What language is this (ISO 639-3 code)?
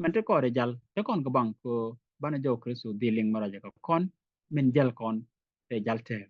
nus